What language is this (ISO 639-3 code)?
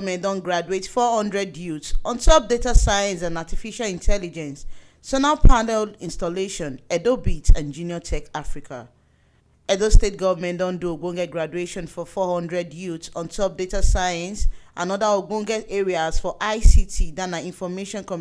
pcm